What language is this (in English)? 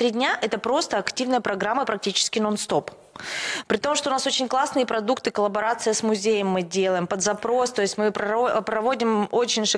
Russian